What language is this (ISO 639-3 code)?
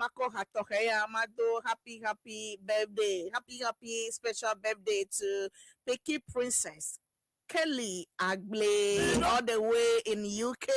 ewe